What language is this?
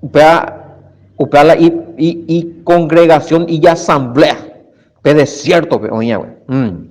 Guarani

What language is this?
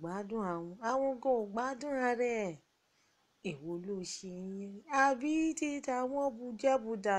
Yoruba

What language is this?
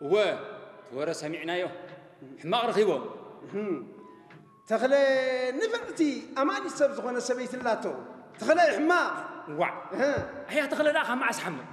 Tigrinya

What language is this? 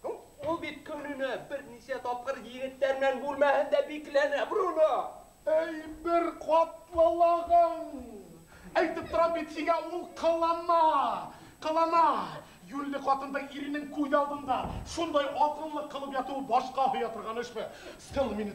Bashkir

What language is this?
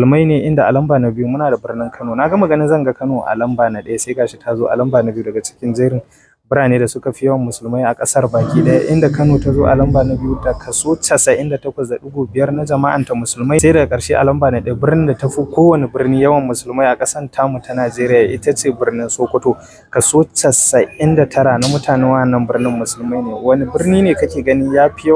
Hausa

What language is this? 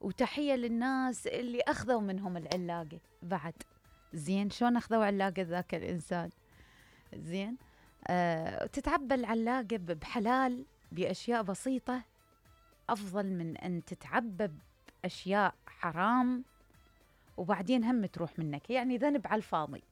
Mesopotamian Arabic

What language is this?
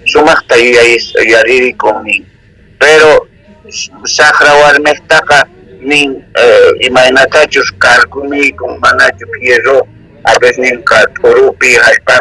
South Bolivian Quechua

